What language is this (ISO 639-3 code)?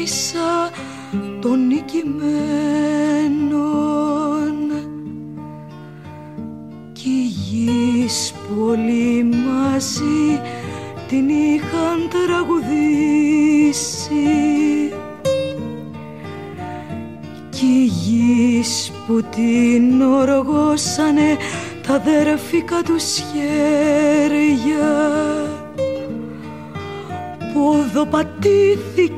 ell